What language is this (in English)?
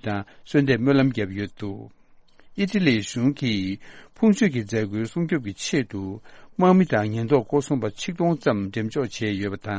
Tibetan